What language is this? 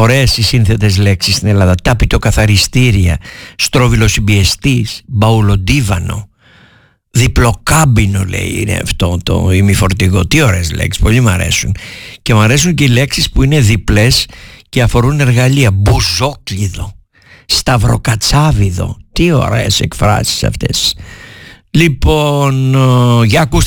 Greek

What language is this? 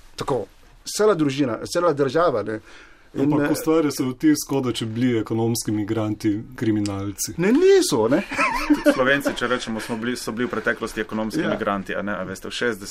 Slovenian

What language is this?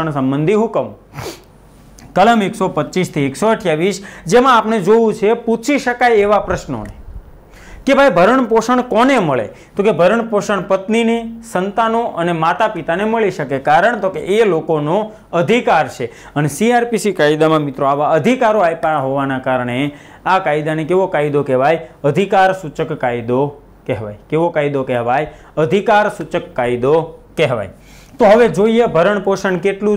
Gujarati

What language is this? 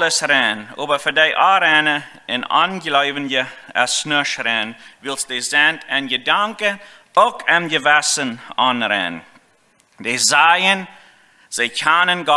Plautdietsch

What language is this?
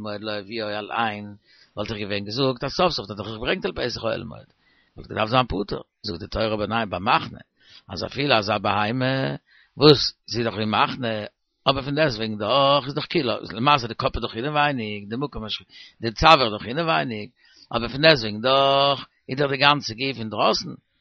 Yiddish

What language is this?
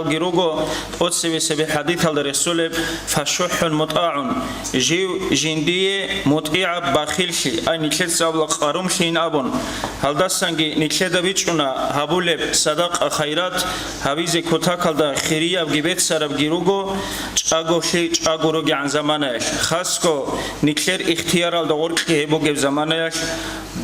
Avaric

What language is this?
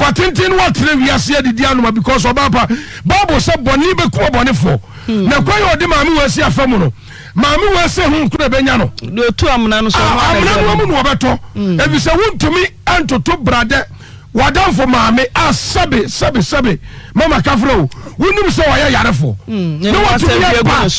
Akan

